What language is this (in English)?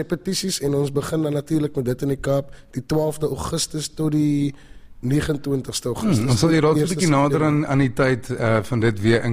Afrikaans